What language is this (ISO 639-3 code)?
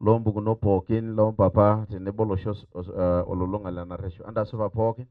mas